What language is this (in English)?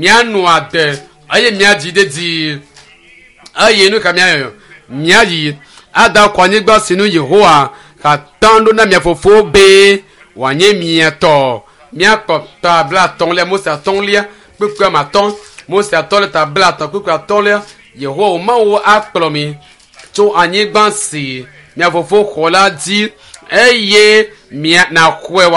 Ewe